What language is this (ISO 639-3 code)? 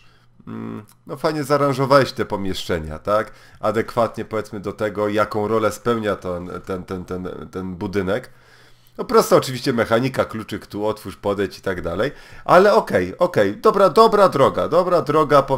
pol